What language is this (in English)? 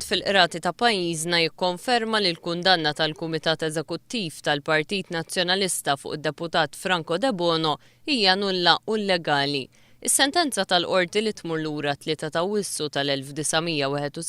Maltese